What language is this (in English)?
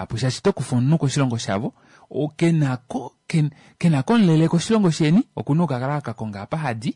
Kuanyama